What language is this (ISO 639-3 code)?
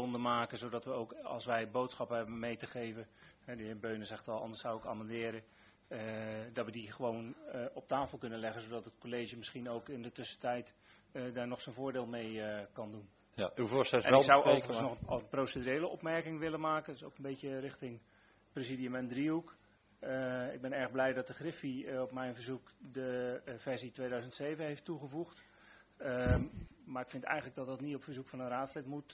nld